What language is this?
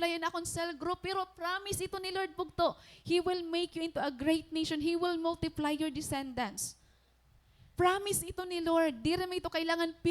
Waray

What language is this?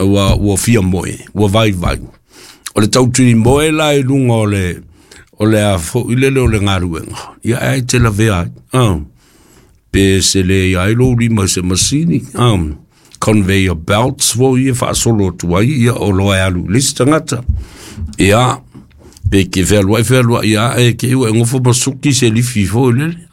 Samoan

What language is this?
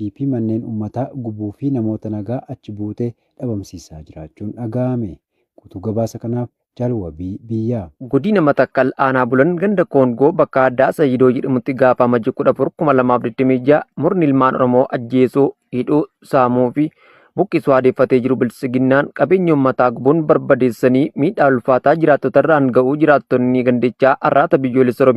Oromo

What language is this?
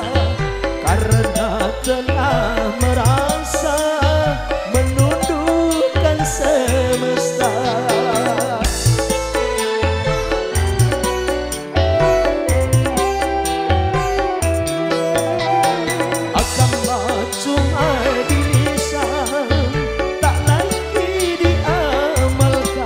Indonesian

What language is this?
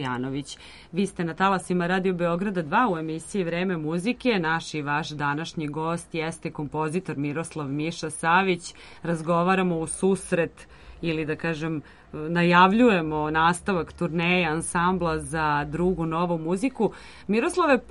Serbian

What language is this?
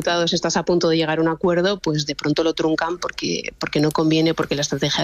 Spanish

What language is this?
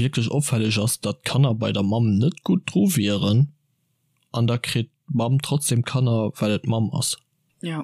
Luxembourgish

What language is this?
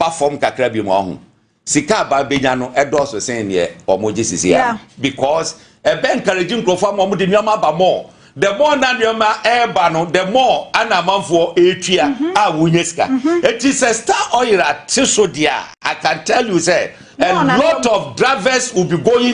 Akan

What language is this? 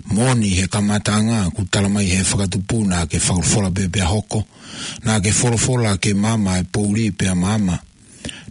Tongan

